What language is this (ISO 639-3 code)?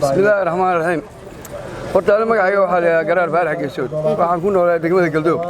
som